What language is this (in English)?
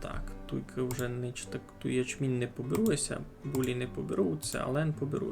Rusyn